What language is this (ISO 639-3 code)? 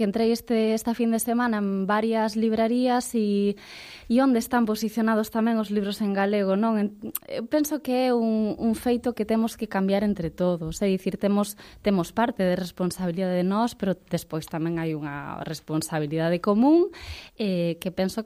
glg